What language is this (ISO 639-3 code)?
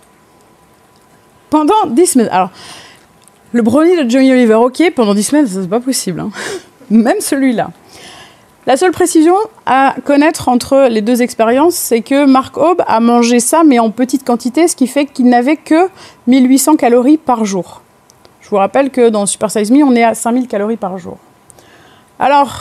fra